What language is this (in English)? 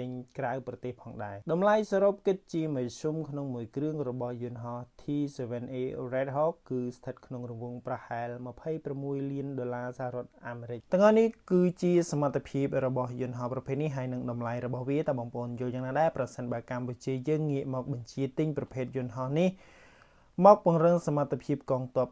Khmer